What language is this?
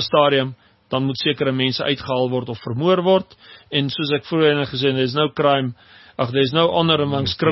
Afrikaans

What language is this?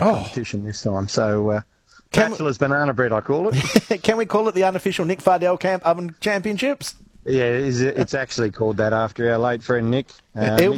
English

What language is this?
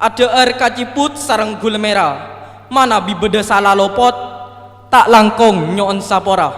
Madurese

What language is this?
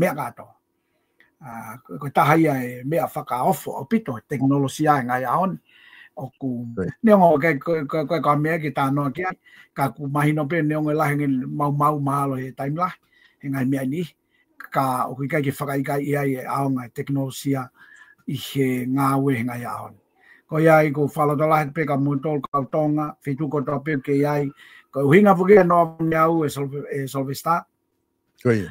Tongan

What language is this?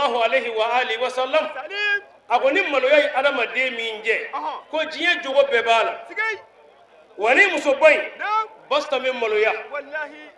Bambara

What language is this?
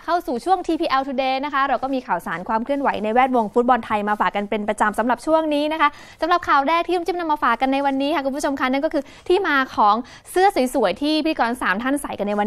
Thai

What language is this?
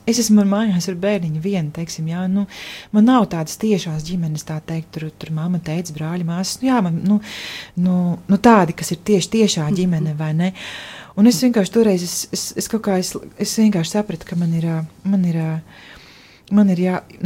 Latvian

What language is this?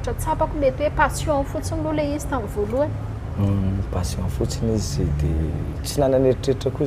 Malagasy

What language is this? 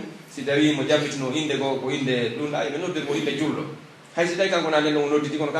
Pular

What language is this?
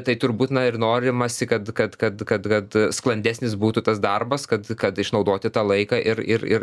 Lithuanian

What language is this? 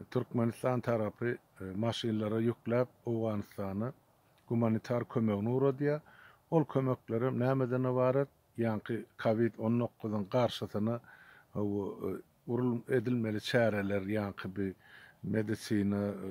Turkmen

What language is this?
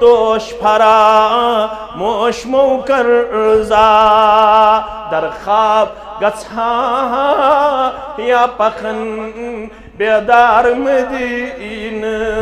Kashmiri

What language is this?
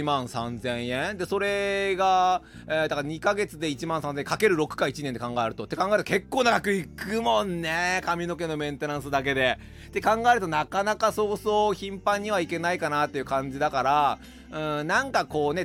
Japanese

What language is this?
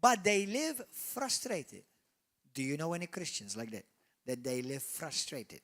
English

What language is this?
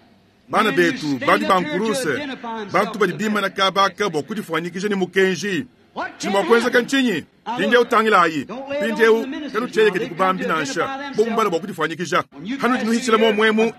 Luba-Lulua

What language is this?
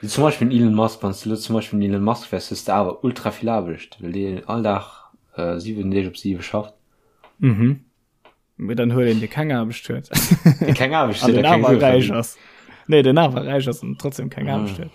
Luxembourgish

